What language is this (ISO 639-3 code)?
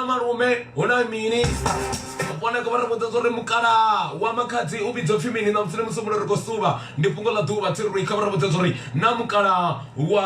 ven